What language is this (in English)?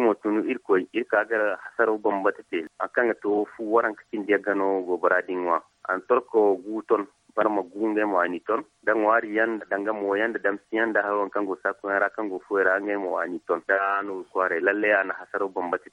Zarma